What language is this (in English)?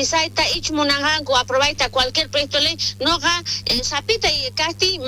South Bolivian Quechua